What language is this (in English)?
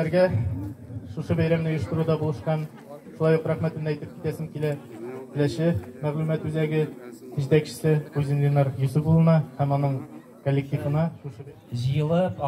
Tatar